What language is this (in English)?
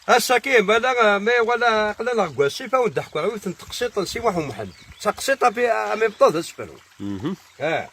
Kabyle